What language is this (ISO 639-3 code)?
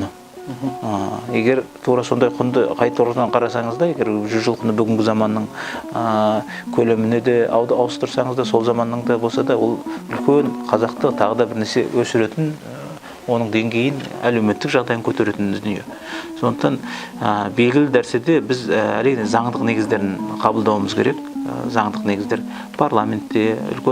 kaz